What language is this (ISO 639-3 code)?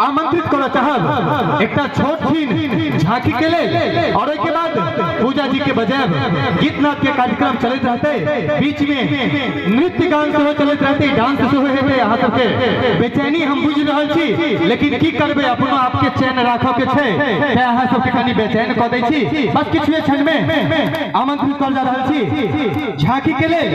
mai